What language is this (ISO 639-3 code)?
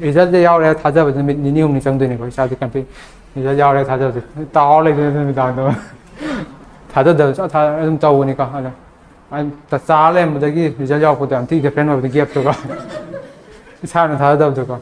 mni